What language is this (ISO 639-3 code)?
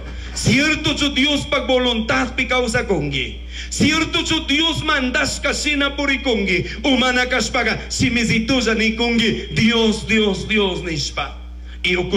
qug